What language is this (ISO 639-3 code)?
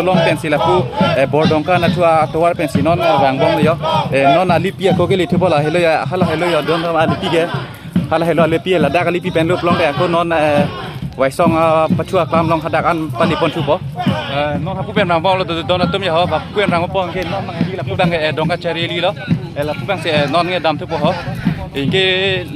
mjw